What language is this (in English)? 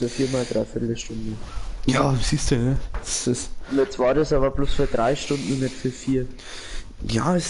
Bavarian